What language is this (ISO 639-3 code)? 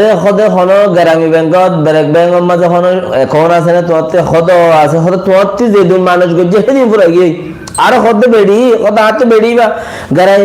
rhg